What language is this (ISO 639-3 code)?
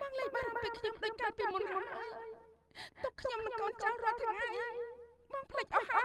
khm